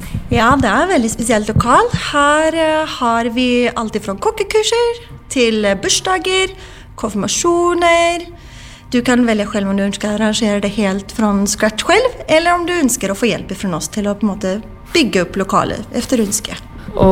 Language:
Norwegian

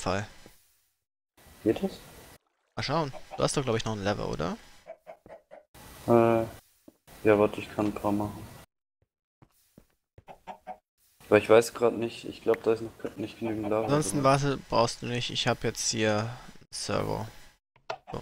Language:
German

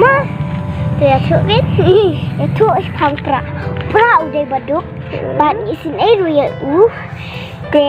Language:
Khasi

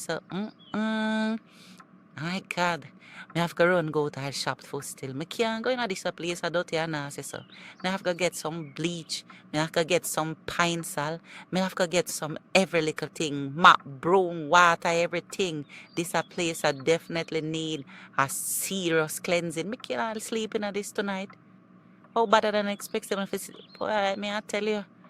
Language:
Jamaican Creole English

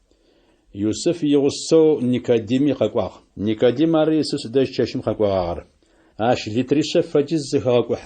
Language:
Adyghe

